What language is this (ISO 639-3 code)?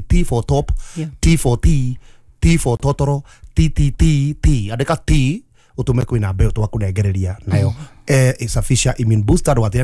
kik